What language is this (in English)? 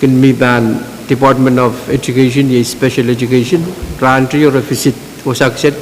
Pohnpeian